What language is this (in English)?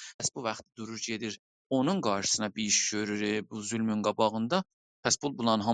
South Azerbaijani